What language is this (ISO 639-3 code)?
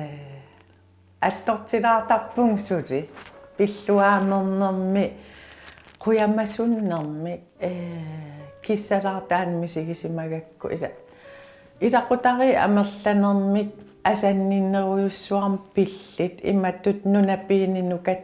kal